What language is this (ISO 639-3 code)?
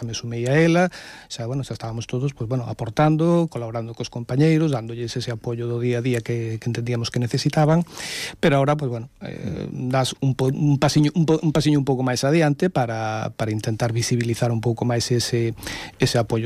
glg